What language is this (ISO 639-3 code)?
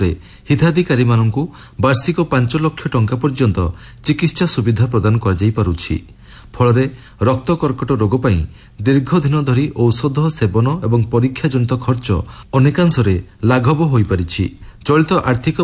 ori